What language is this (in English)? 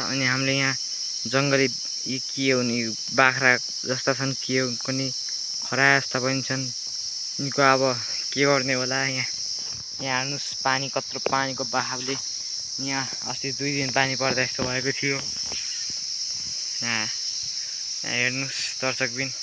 Nepali